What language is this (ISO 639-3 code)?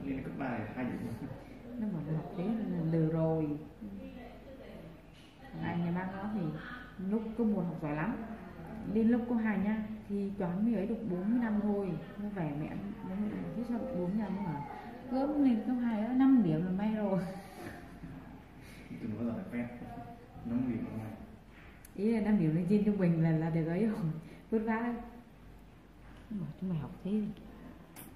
vie